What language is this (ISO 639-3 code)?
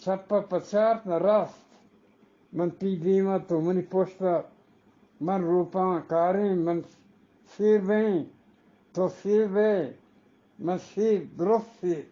bgp